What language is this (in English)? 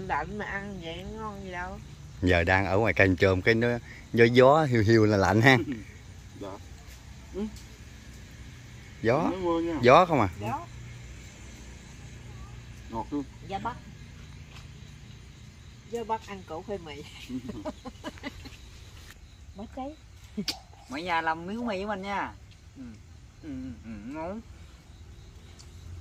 Vietnamese